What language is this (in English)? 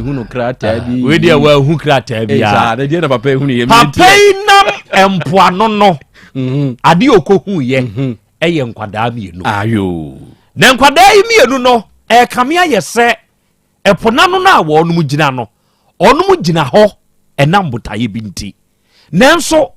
Akan